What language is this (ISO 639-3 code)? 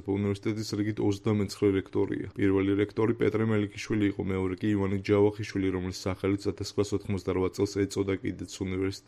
kat